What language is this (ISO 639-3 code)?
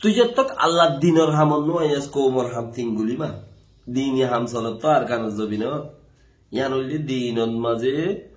rhg